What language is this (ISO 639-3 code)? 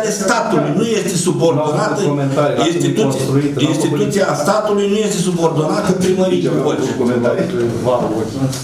ron